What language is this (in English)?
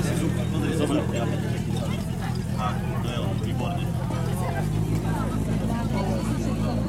Slovak